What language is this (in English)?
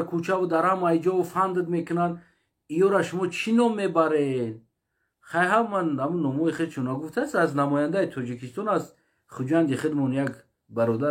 Tajik